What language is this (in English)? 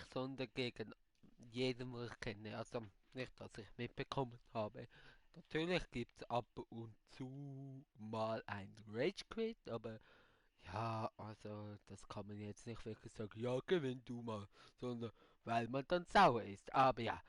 Swiss German